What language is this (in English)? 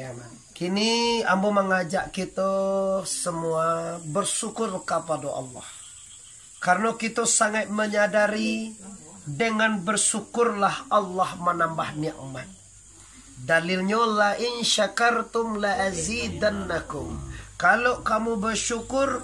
Minangkabau